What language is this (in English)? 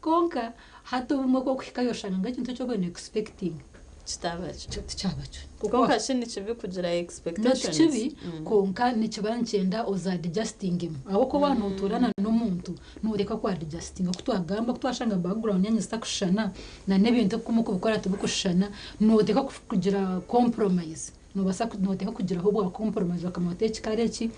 Nyankole